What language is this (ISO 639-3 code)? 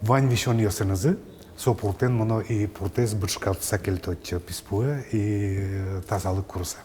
udm